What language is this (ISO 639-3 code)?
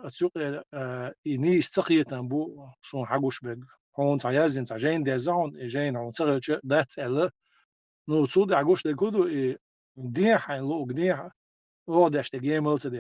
che